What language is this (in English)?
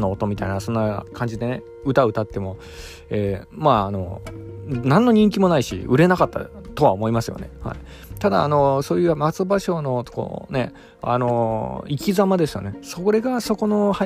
Japanese